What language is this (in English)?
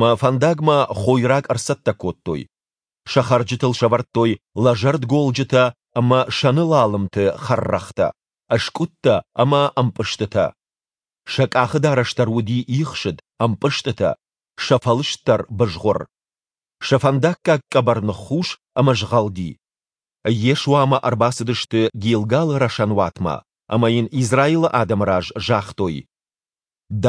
Ossetic